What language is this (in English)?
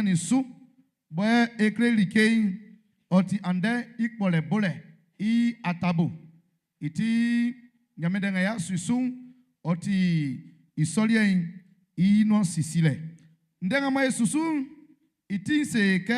Baoulé